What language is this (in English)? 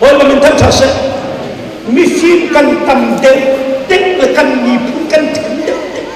Hakha Chin